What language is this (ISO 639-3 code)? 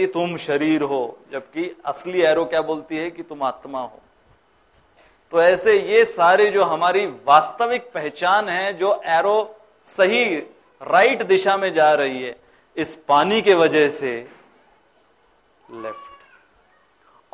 hin